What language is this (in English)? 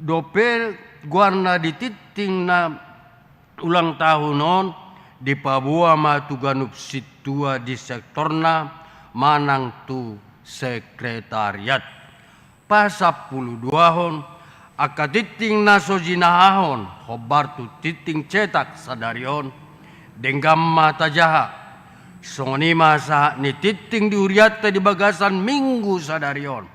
Batak Toba